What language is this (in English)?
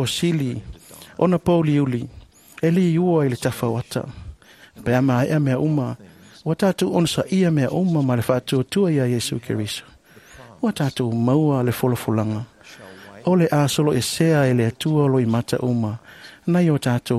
Samoan